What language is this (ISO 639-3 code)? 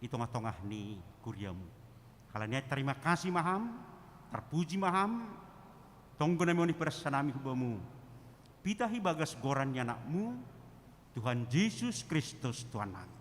bts